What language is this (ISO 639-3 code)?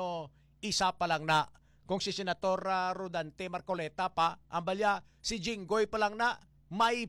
hil